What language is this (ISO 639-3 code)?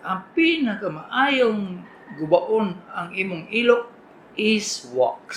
ceb